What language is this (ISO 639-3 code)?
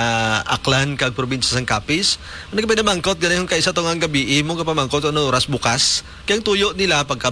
hil